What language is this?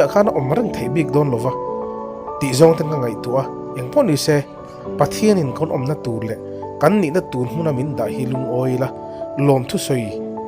Mizo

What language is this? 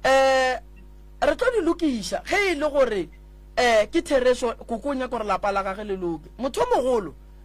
Northern Sotho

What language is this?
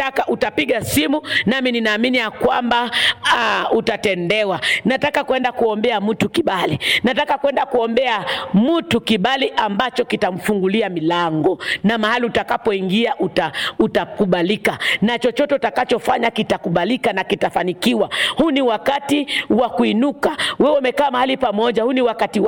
Swahili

